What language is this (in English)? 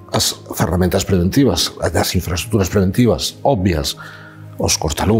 Galician